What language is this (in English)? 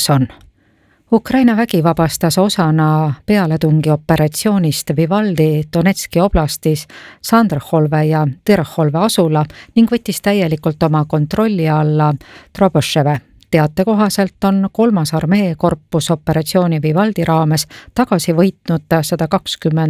Estonian